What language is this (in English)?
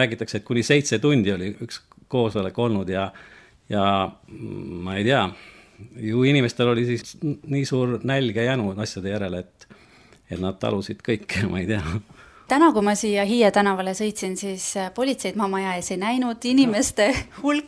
Estonian